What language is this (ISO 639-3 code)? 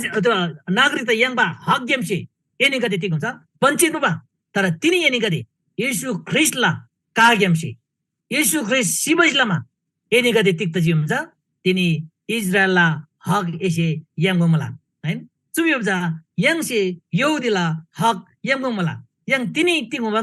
taj